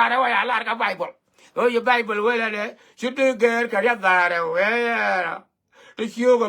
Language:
Nuer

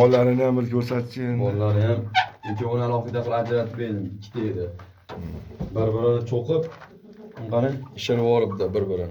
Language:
Uzbek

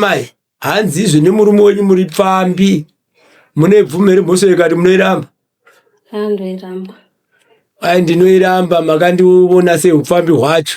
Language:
Shona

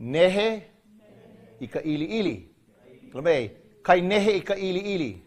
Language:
Hawaiian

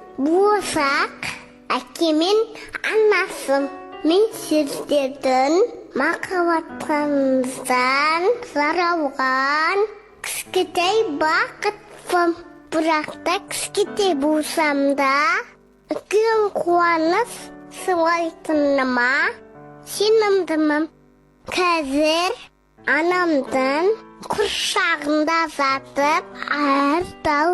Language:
Kara-Kalpak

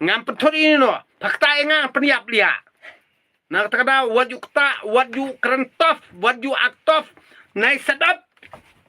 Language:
Khasi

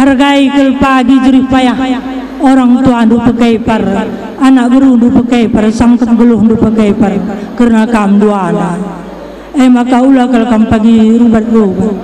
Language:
Batak Karo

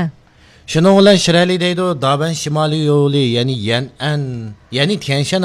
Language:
Uyghur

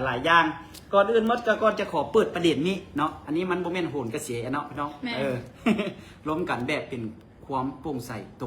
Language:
Lao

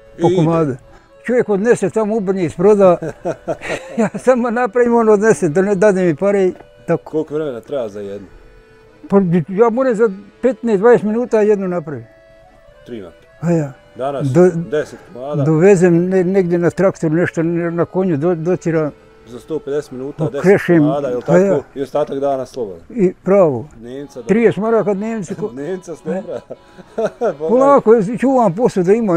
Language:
Bosnian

